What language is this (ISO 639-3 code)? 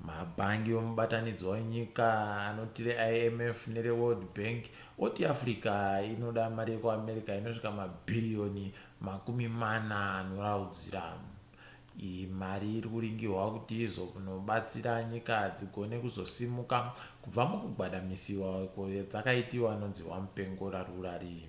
ndc